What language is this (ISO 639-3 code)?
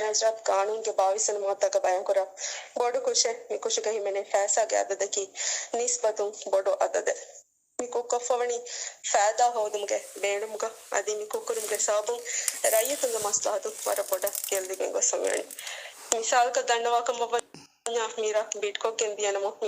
div